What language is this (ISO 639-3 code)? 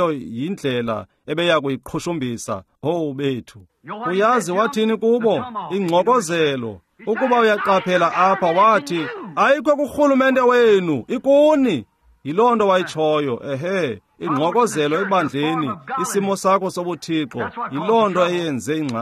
xho